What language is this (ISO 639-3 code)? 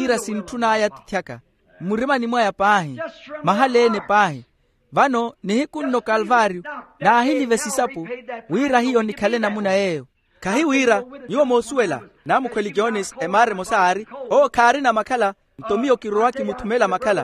vmw